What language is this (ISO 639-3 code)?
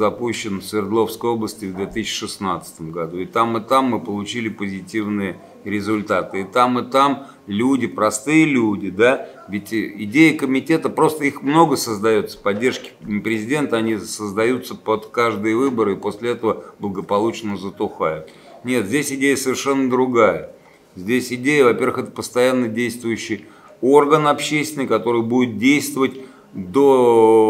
rus